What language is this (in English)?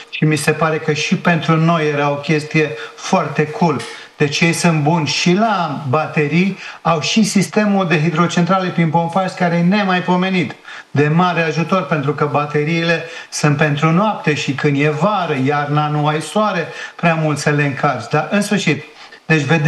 Romanian